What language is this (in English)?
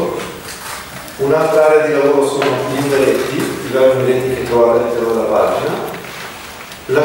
Italian